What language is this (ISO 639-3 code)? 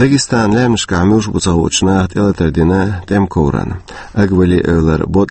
che